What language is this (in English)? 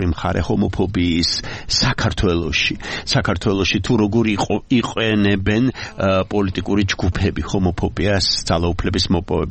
Georgian